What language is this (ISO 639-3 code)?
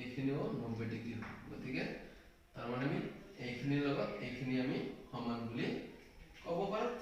asm